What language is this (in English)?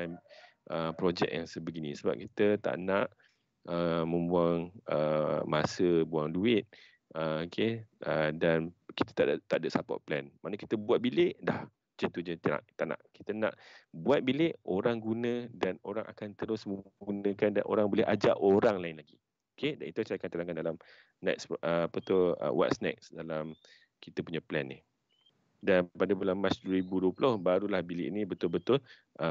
Malay